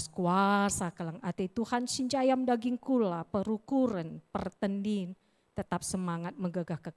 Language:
Batak Karo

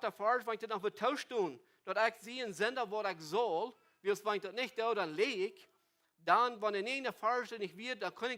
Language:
Plautdietsch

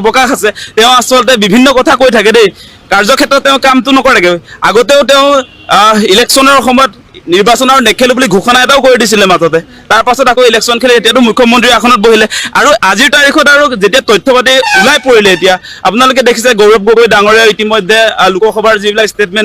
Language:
Assamese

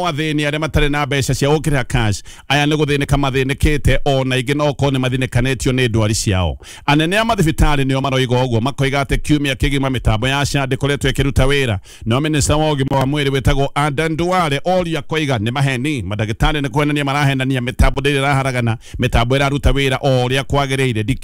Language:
Kikuyu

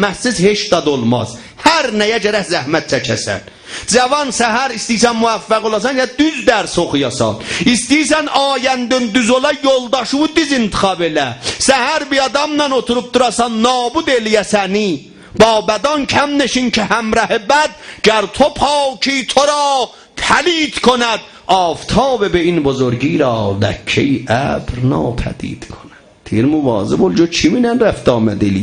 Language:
South Azerbaijani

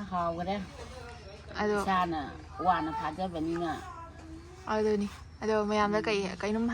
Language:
Manipuri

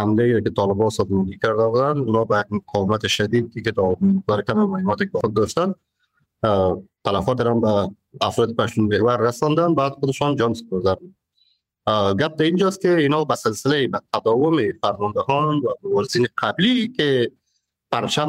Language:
Persian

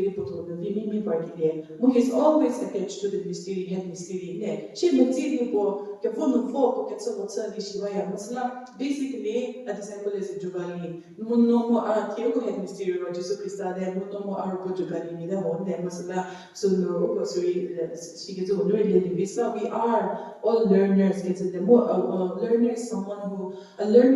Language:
Angami Naga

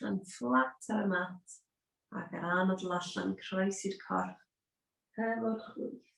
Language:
Welsh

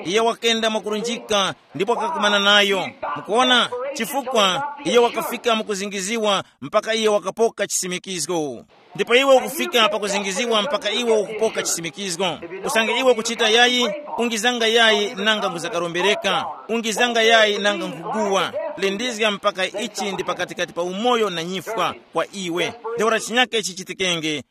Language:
Tumbuka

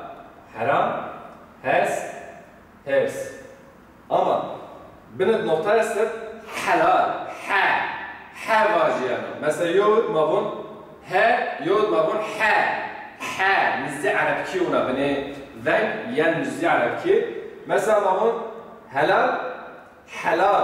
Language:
Zaza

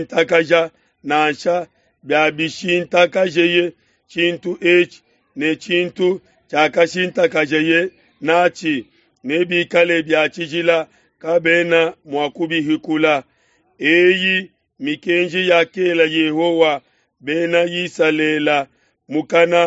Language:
Luba-Lulua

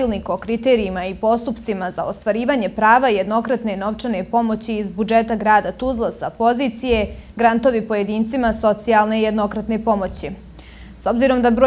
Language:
Bosnian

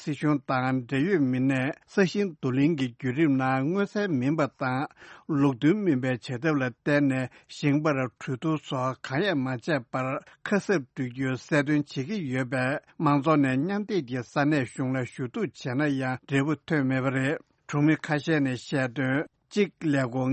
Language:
Tibetan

